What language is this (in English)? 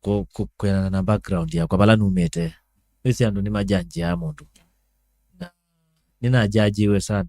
Kamba